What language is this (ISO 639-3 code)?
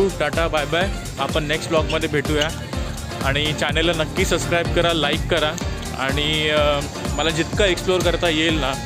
mar